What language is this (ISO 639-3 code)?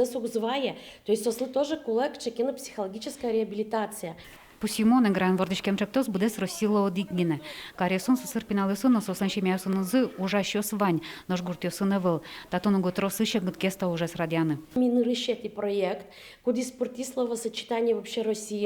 udm